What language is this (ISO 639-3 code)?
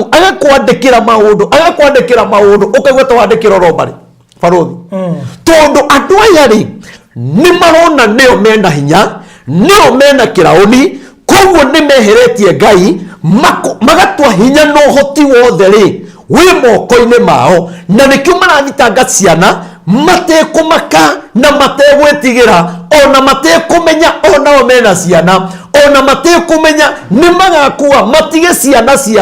kik